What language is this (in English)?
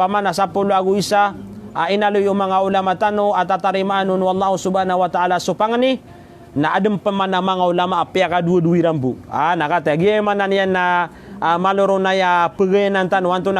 Maranao